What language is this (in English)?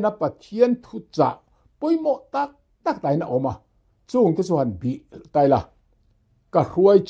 Mizo